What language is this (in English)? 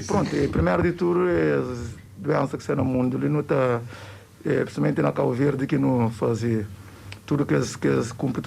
Kabuverdianu